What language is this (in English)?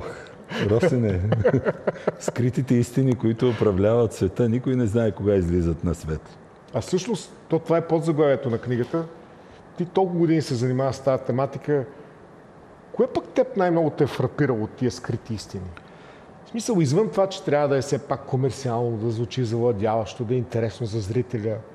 Bulgarian